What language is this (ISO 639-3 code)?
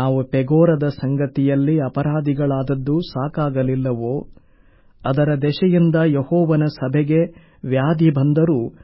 kan